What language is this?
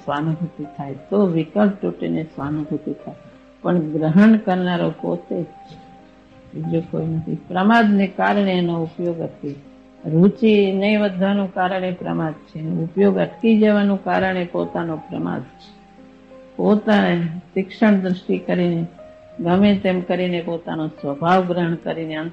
Gujarati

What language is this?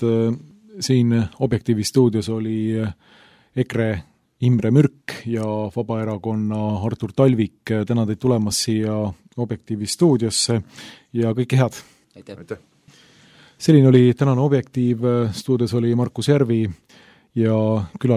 Estonian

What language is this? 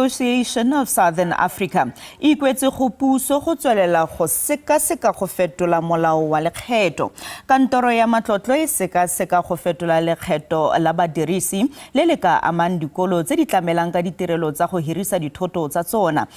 Tswana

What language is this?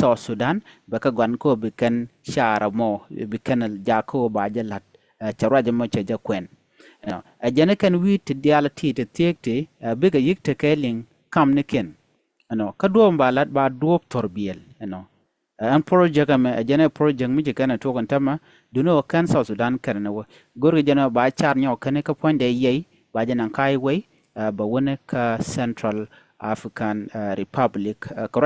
Nuer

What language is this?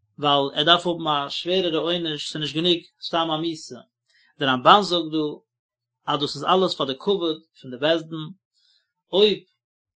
Yiddish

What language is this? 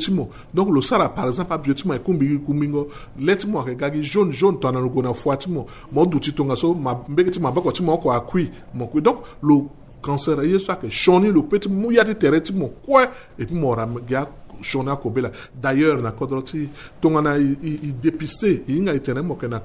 Sango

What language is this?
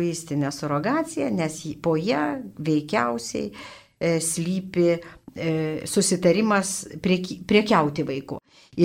Lithuanian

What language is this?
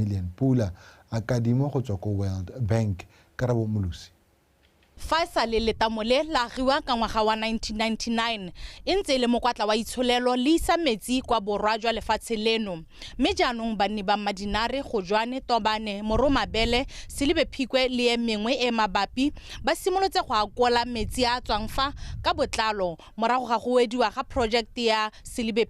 Tswana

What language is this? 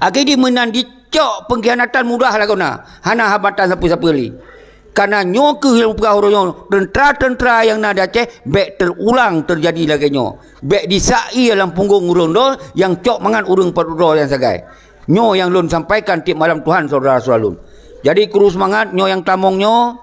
Achinese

